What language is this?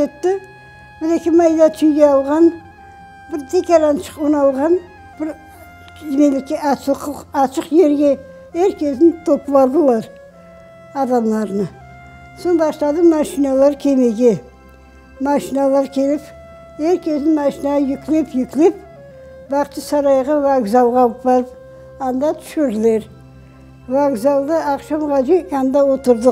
Crimean Tatar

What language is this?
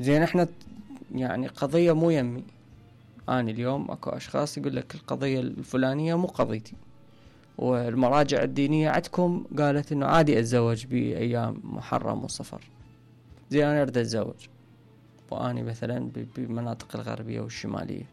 Mesopotamian Arabic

